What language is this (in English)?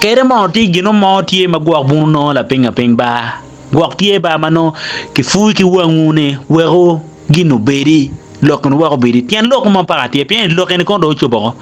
Acoli